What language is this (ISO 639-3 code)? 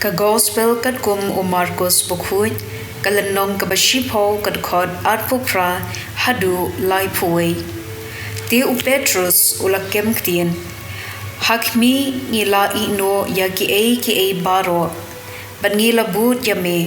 kha